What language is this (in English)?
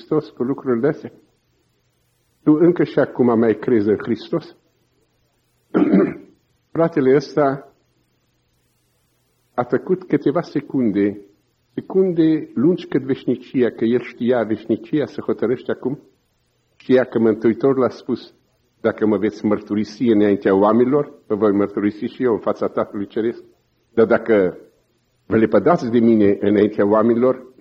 Romanian